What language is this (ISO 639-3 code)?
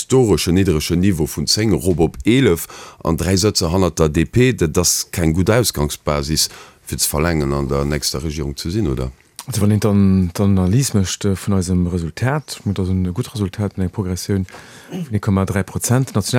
ltz